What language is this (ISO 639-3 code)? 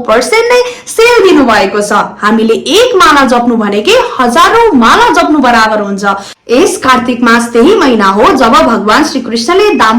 nep